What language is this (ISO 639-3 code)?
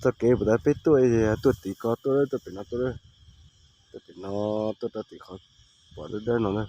hmn